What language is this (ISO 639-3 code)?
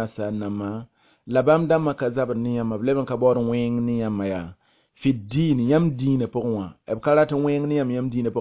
mos